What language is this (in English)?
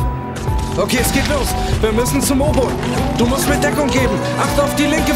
German